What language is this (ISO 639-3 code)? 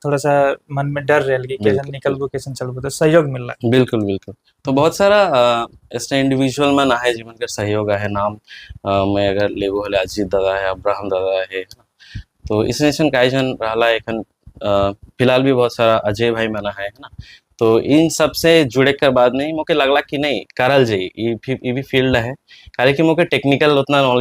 sck